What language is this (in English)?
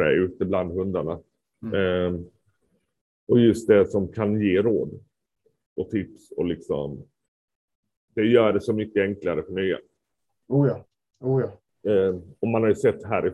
Swedish